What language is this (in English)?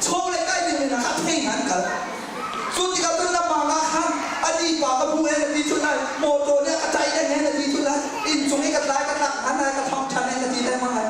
Hakha Chin